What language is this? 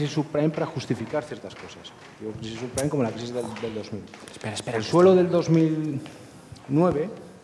Spanish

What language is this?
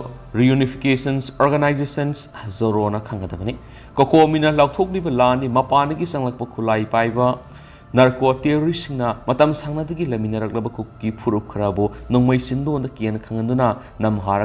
Manipuri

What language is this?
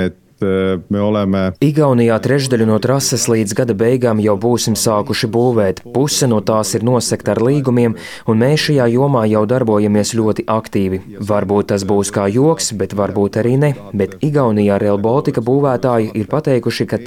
Latvian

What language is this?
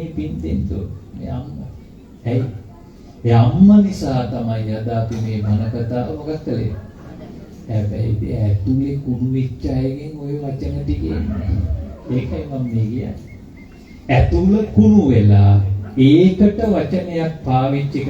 Sinhala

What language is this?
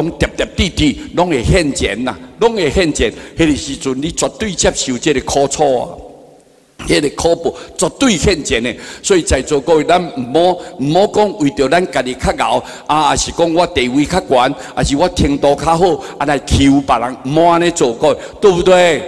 Min Nan Chinese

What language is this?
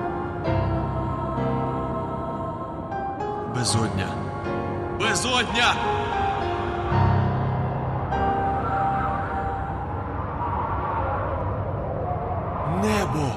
Ukrainian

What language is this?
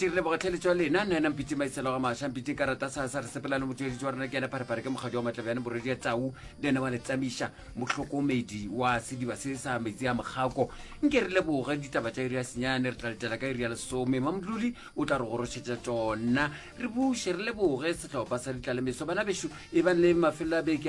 Northern Sotho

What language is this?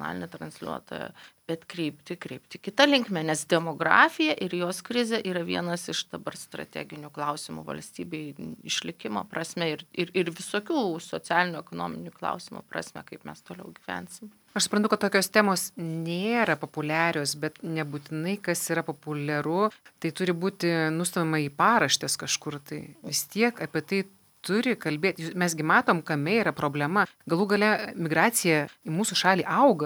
Lithuanian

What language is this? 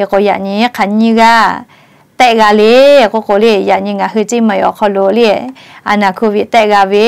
Lahu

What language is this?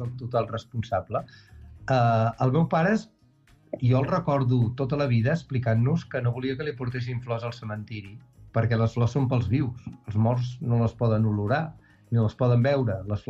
Catalan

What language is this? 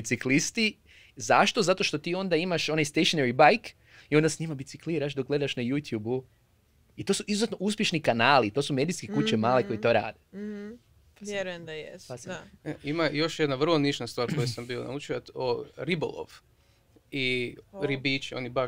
Croatian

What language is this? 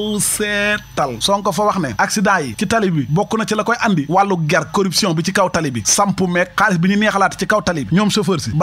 Wolof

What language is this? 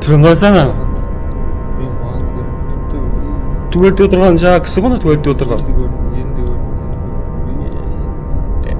Kara-Kalpak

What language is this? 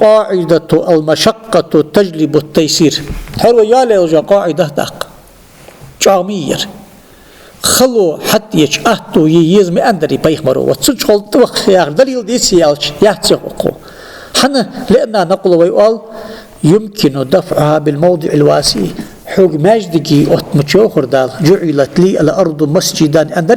Ingush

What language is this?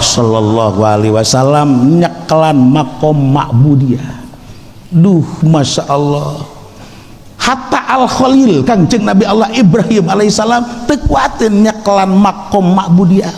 Sundanese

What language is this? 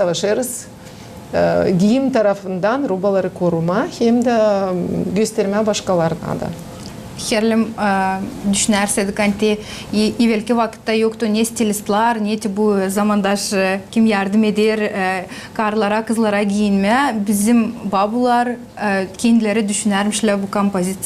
Gagauz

